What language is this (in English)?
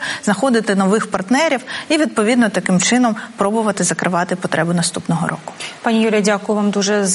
Ukrainian